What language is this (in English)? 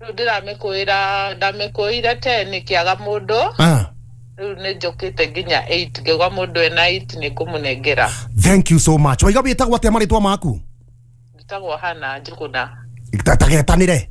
Kikuyu